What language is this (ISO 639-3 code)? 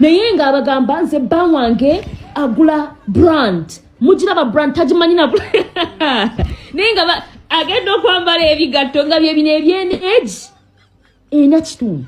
lug